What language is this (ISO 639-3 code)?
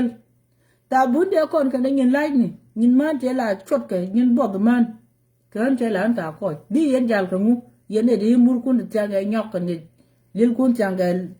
nus